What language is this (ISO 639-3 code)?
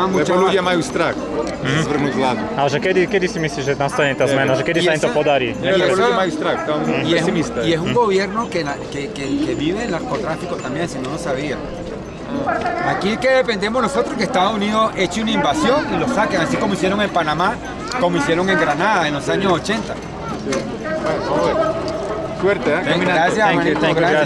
slk